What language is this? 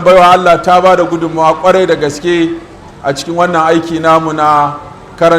Hausa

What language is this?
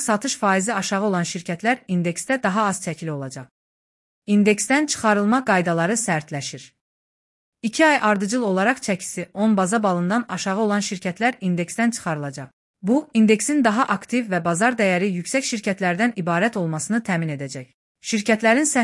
Azerbaijani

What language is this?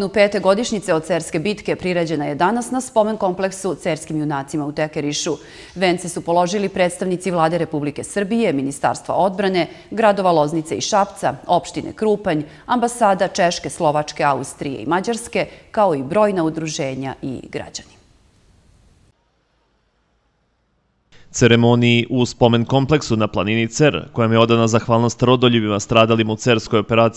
Serbian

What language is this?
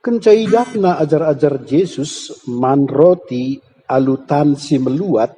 Batak Karo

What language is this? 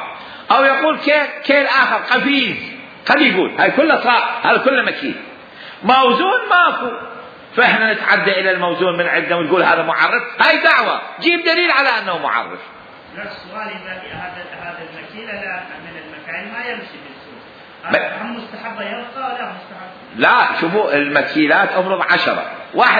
Mesopotamian Arabic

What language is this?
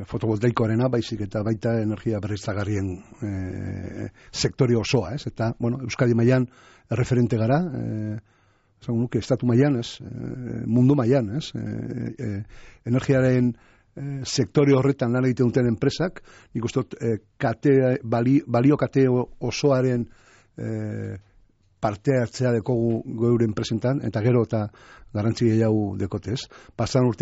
Basque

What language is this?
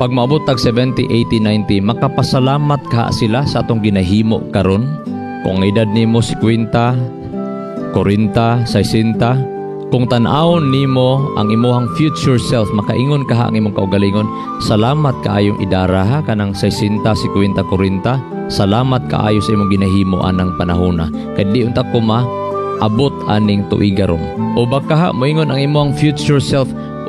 Cebuano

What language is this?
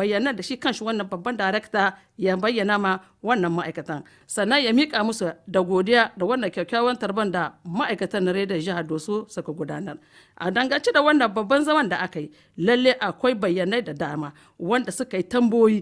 Hausa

